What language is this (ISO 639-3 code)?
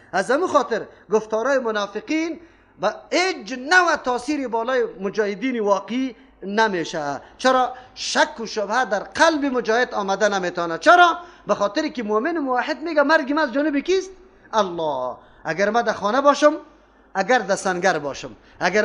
fas